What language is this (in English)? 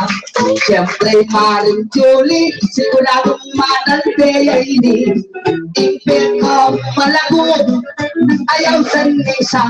Pampanga